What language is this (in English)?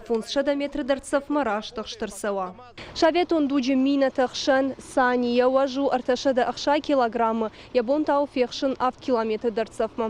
Ossetic